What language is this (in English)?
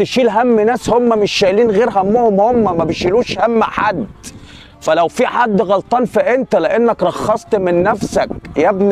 Egyptian Arabic